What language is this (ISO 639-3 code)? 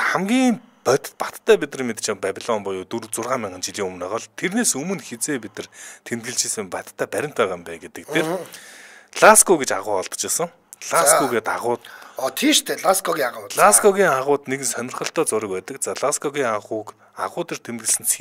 mon